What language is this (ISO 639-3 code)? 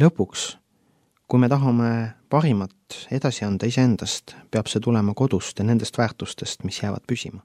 est